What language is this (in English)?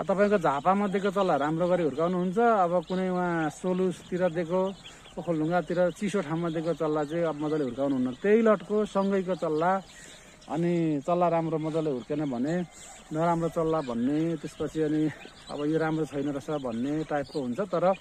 Nepali